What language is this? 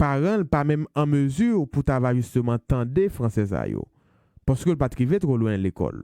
Haitian Creole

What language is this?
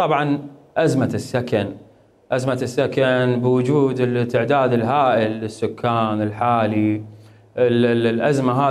Mesopotamian Arabic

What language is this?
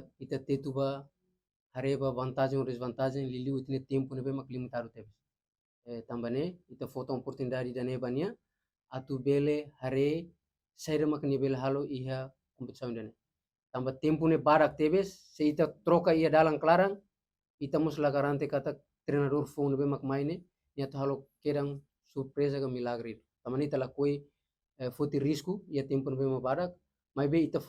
Tetum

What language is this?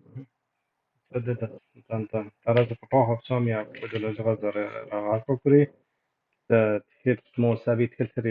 Kabardian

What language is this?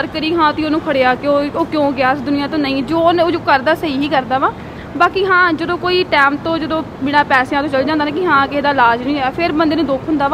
Punjabi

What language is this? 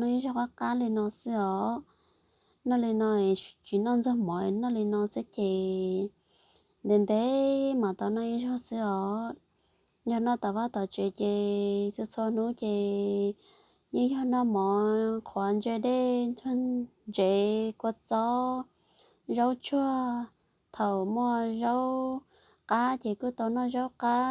Hmong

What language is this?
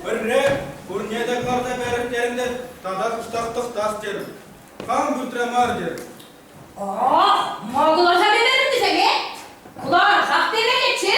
Chuvash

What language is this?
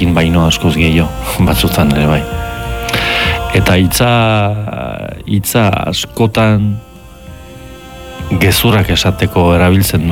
Basque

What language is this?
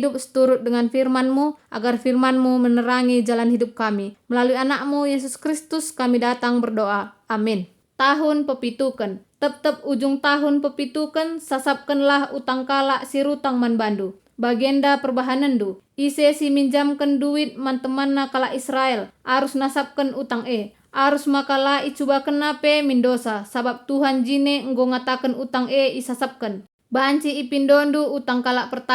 Batak Karo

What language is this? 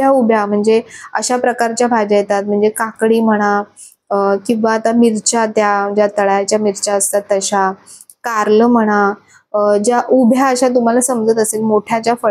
Marathi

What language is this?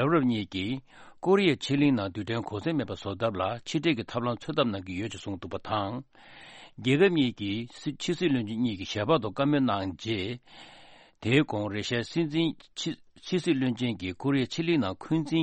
Tibetan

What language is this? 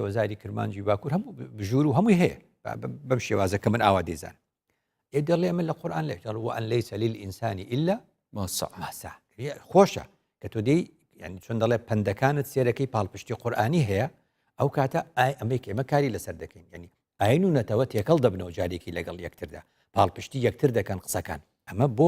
Central Kurdish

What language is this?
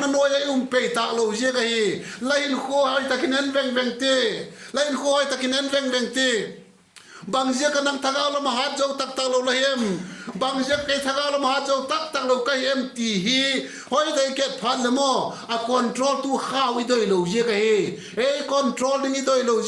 Vaiphei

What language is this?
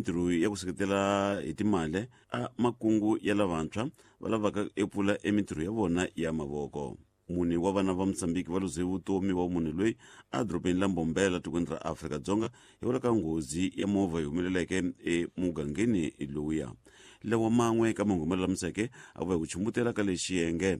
Tsonga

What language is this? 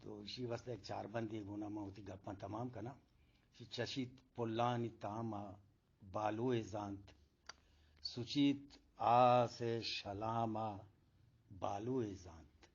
Eastern Balochi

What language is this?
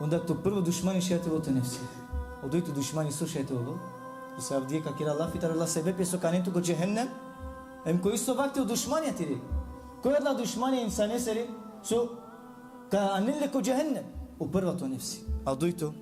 Balkan Romani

